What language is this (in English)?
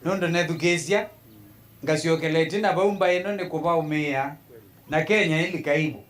Kamba